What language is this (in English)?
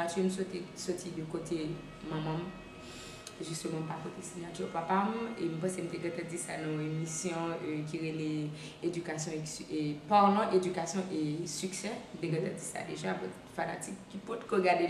Haitian Creole